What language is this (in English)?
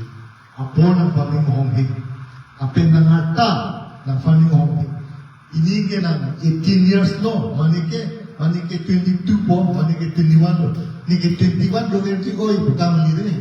Karbi